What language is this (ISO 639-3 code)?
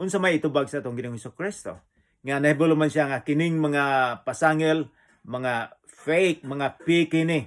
ceb